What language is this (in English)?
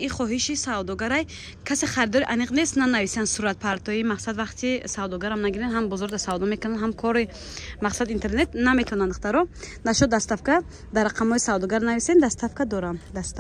Tajik